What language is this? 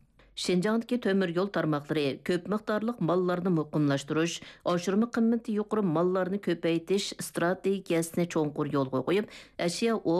Uyghur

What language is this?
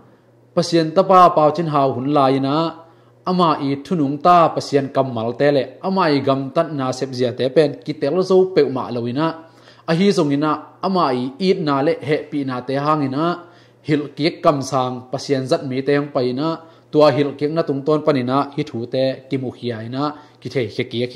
Tedim Chin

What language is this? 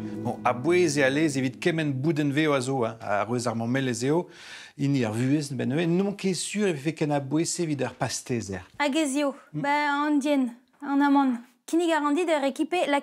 Breton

